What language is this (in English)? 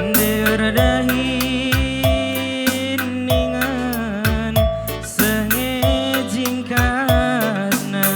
Batak Karo